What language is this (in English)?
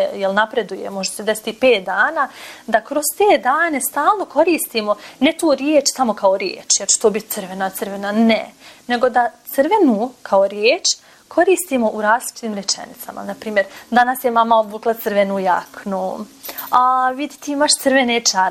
Bosnian